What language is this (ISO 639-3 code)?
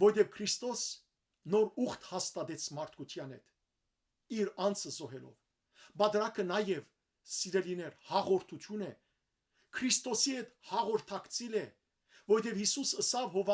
hyw